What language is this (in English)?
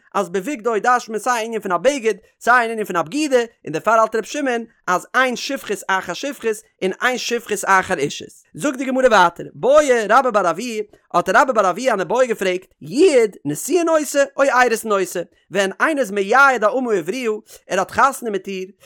Yiddish